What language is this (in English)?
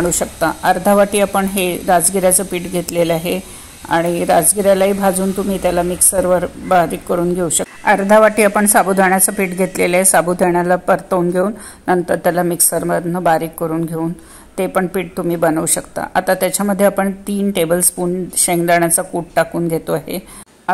Marathi